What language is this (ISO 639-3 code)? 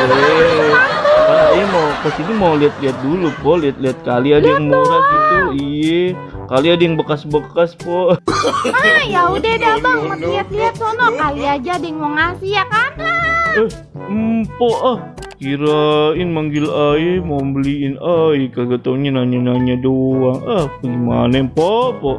bew